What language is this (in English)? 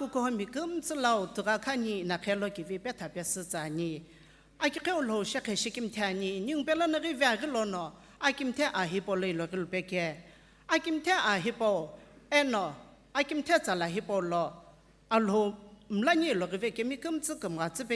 Sumi Naga